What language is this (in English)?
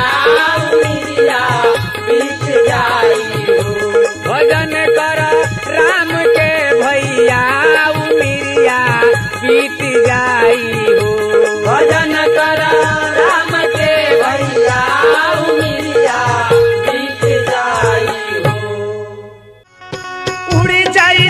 Bhojpuri